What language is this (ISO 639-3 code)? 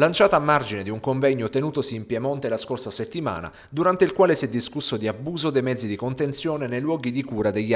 ita